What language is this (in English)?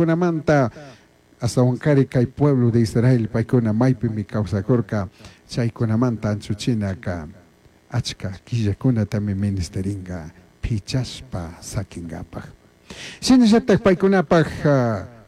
Chimborazo Highland Quichua